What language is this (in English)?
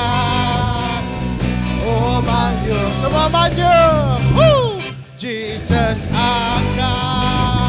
Iban